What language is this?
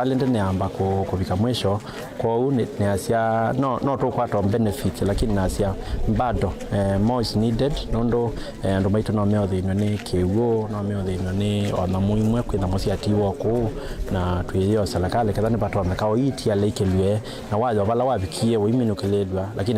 Kamba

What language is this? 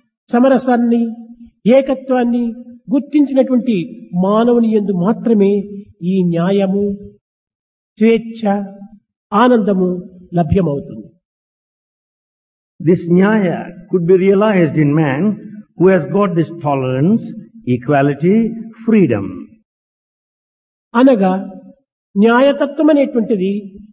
Telugu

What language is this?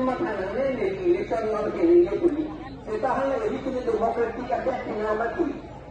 Karbi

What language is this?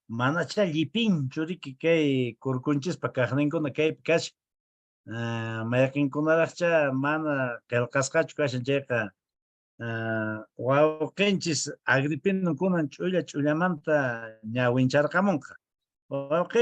Quechua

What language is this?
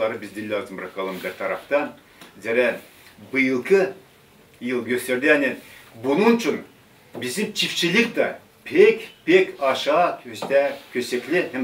Gagauz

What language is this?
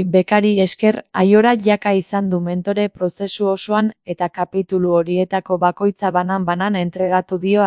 Basque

